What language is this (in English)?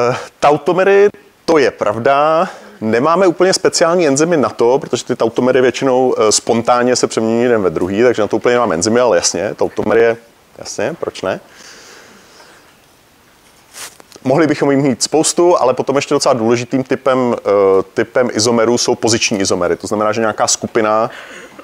Czech